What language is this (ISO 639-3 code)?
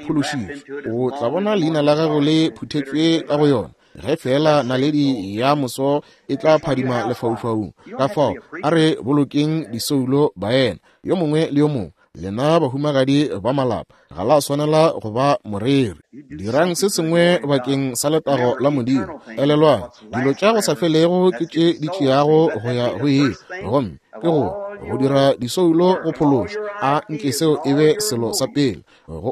nso